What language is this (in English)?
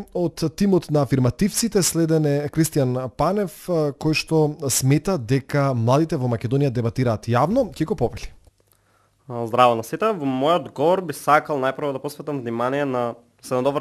Macedonian